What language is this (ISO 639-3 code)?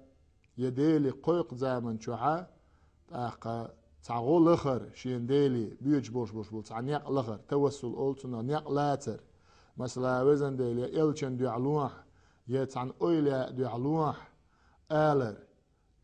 che